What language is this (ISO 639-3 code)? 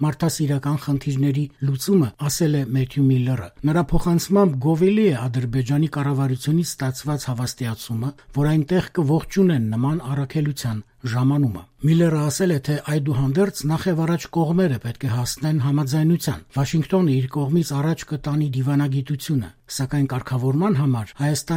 hye